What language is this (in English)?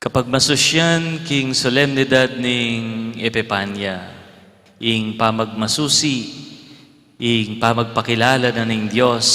Pampanga